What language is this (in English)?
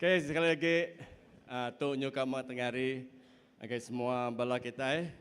Iban